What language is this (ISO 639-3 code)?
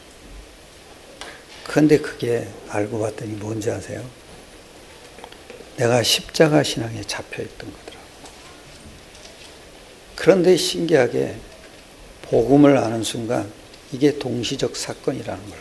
kor